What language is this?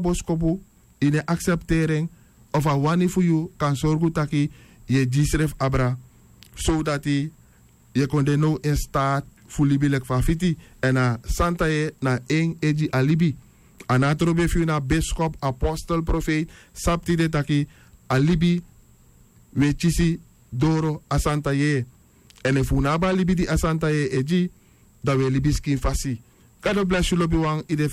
Sranan Tongo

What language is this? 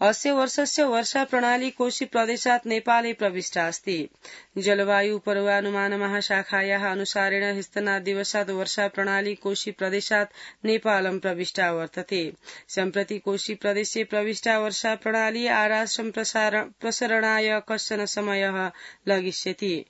Sanskrit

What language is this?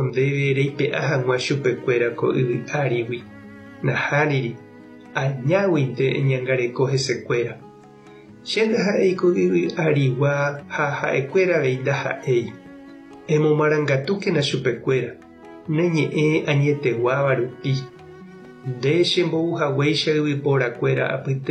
Guarani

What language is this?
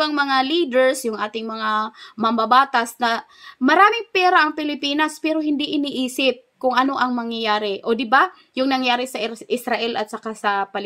Filipino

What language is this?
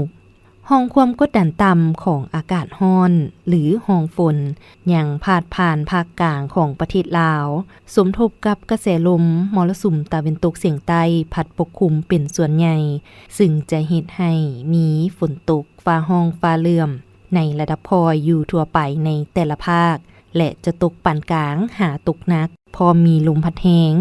Lao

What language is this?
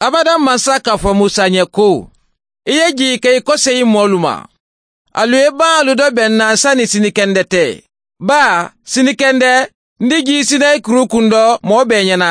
Bambara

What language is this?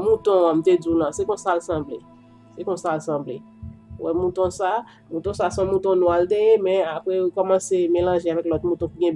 Haitian Creole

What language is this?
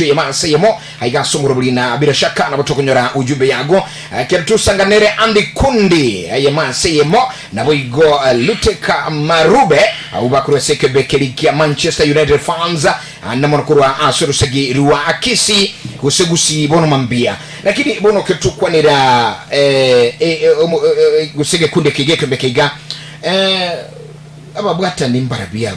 Gusii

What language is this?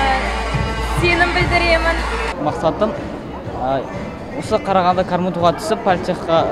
Kazakh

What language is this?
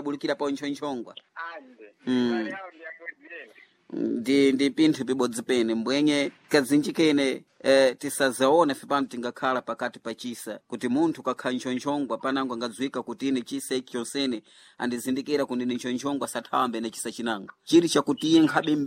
Sena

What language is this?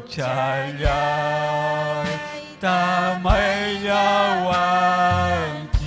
Ayacucho Quechua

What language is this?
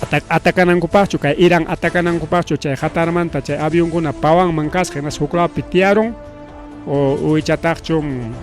Ayacucho Quechua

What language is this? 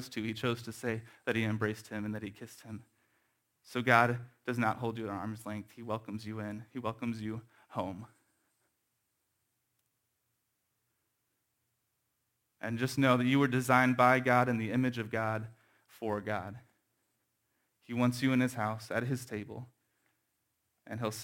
English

